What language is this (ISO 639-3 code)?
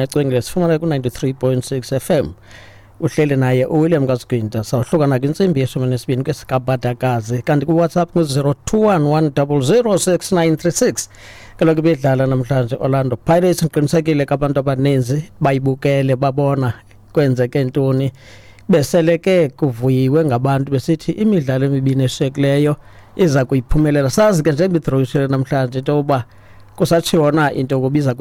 xho